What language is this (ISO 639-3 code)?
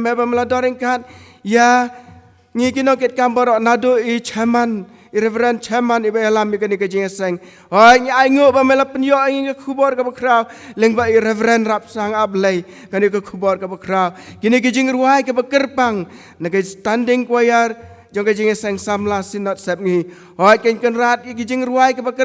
kha